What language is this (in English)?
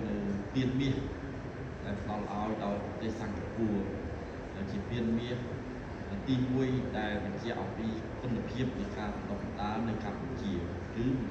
Khmer